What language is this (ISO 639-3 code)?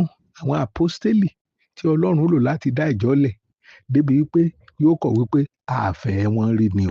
yor